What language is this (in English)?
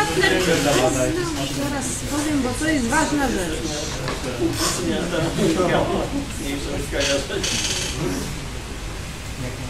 Polish